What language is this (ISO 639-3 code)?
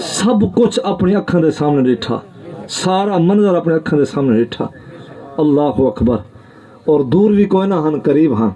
skr